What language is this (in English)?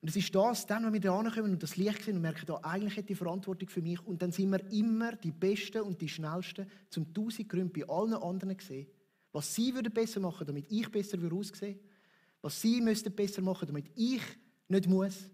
Swiss German